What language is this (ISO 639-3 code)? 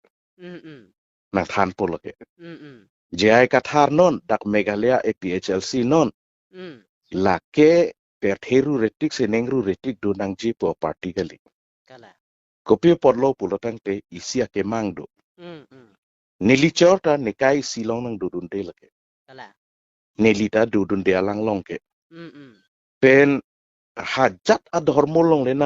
mjw